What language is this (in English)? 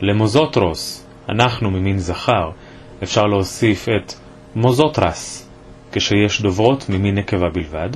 Ladino